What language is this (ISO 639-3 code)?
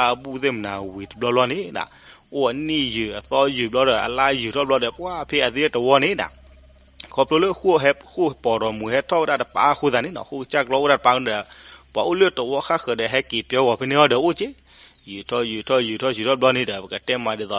ksw